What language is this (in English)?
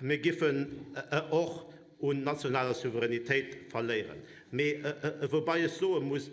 Luxembourgish